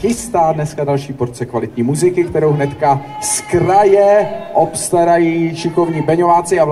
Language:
Czech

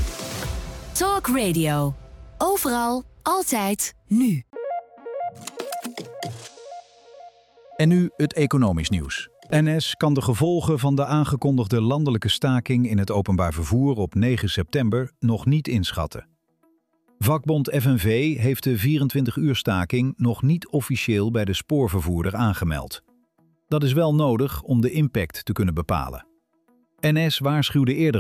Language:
Dutch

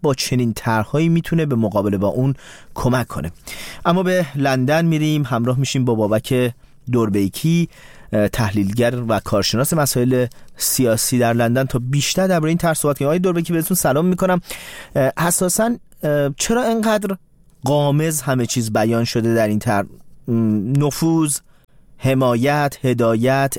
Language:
Persian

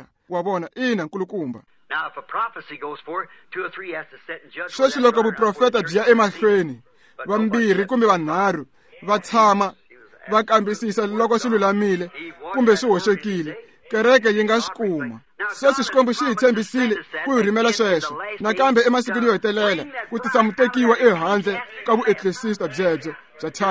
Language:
Tsonga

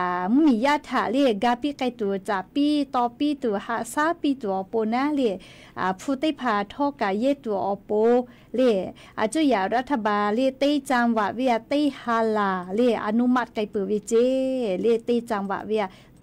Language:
Lahu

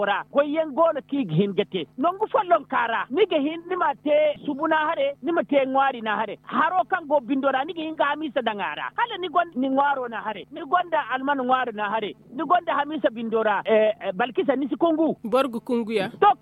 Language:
Zarma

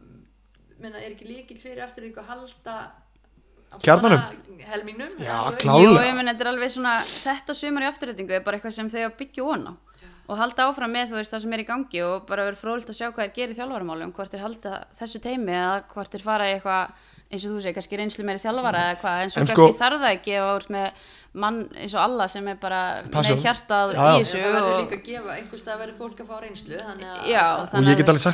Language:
Icelandic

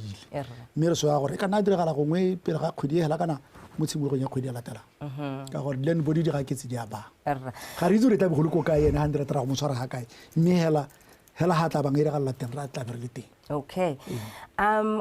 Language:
Tswana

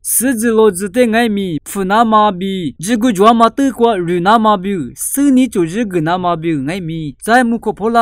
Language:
Lisu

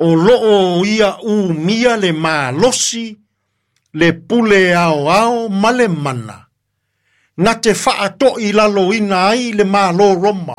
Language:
Samoan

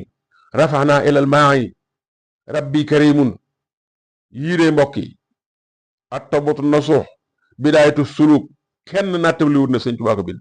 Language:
Wolof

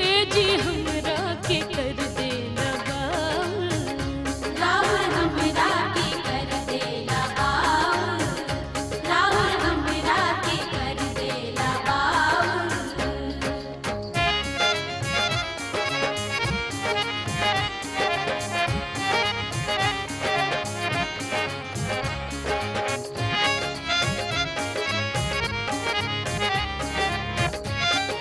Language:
Bhojpuri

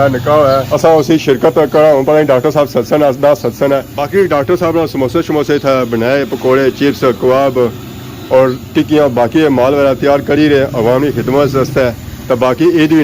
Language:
Pahari-Potwari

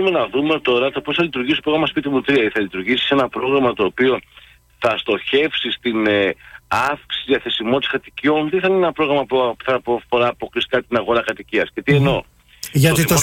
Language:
Greek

